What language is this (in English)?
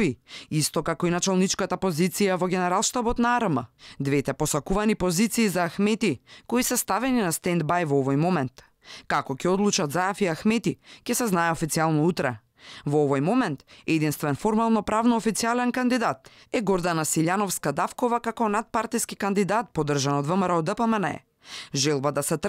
Macedonian